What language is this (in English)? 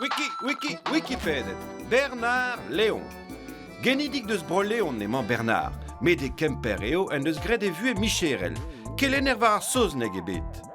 Breton